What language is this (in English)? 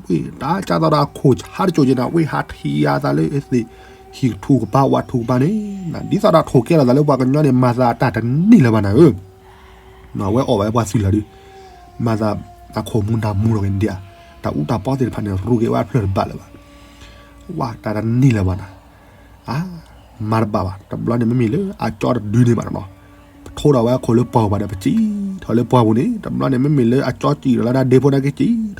S'gaw Karen